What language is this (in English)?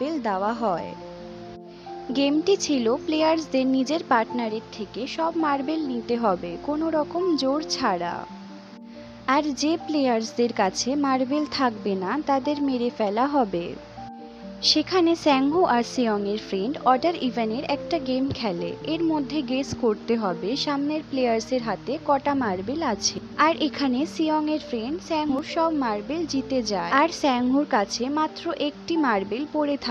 Bangla